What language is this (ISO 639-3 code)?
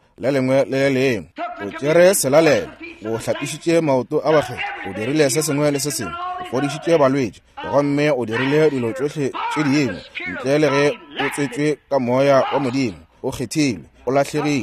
nso